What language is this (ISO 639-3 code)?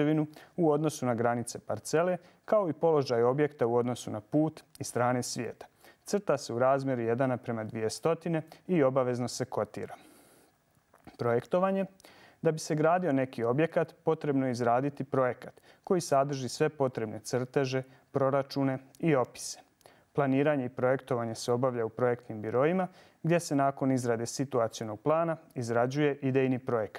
bos